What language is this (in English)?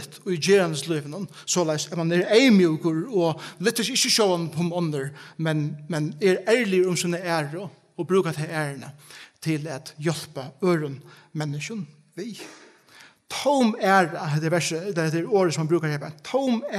Faroese